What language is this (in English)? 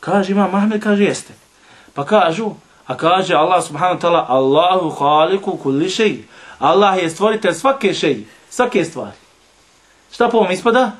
Bosnian